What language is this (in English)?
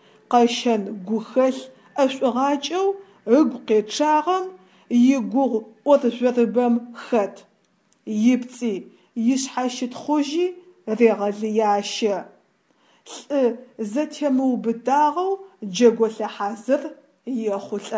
Adyghe